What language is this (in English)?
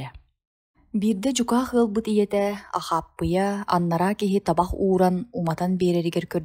Yakut